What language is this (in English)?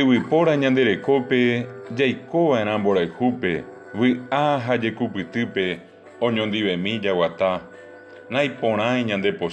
Guarani